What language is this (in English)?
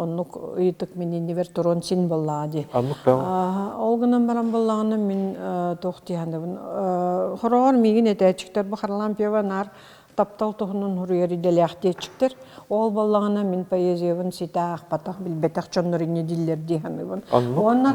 Yakut